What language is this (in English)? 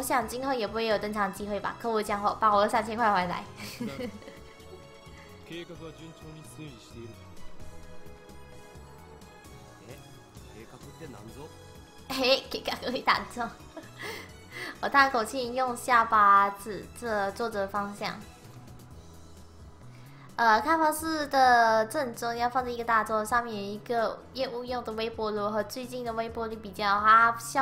Chinese